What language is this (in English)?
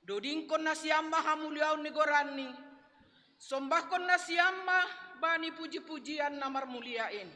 Batak Simalungun